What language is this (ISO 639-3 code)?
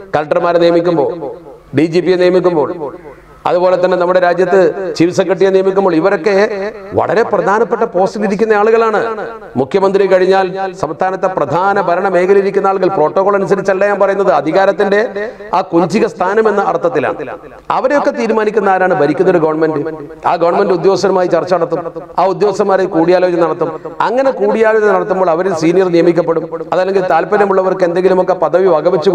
mal